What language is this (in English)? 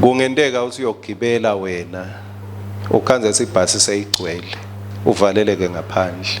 Swati